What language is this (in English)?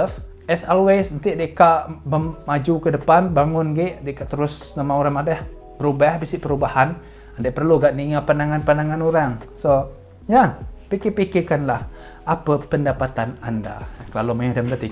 Iban